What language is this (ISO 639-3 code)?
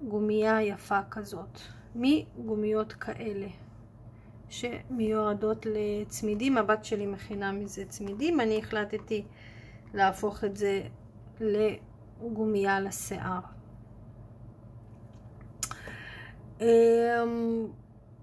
heb